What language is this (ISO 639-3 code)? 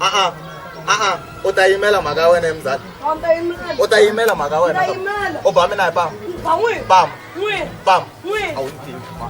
tso